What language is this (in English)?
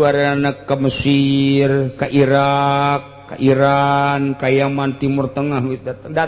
Sundanese